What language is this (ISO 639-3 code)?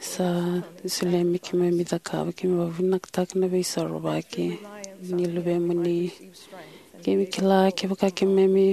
fij